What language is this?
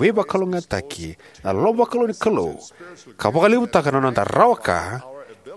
Fijian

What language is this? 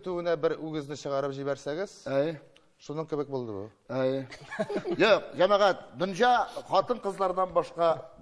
Tatar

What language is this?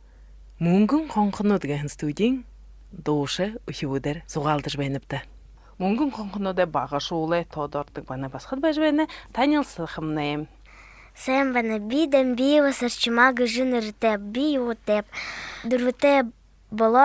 Buriat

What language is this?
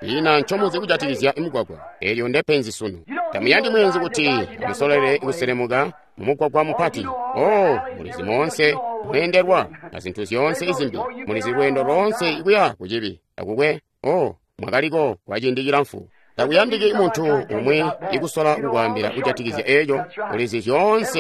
Tonga (Zambia)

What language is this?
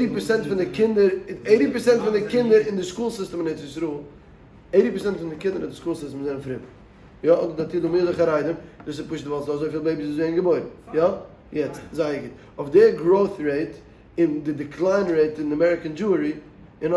Yiddish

